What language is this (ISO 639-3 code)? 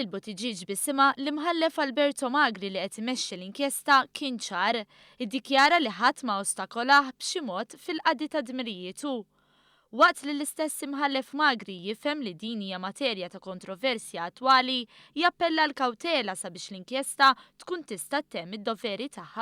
mlt